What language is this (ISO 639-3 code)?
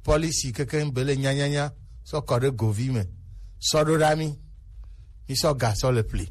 gej